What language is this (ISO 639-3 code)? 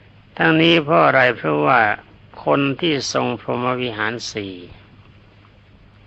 tha